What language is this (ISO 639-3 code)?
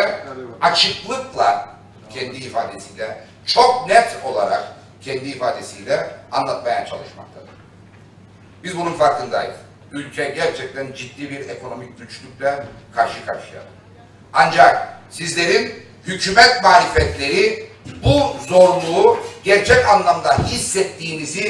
tur